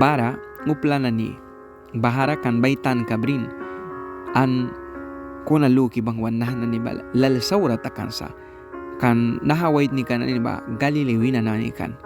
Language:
Mískito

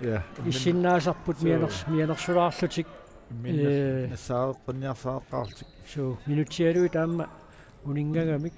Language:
Kalaallisut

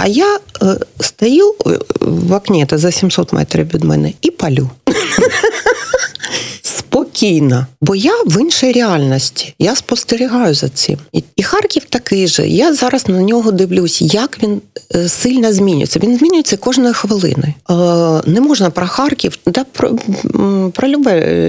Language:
Ukrainian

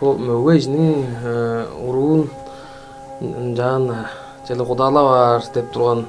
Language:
Tuvinian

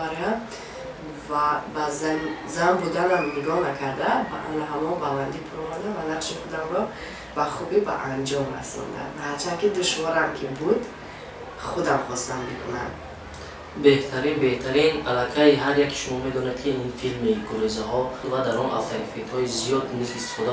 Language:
Tajik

